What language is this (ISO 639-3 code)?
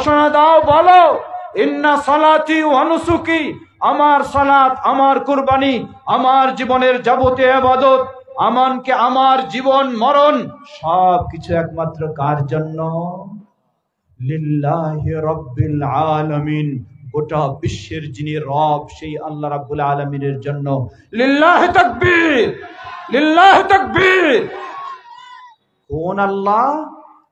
ben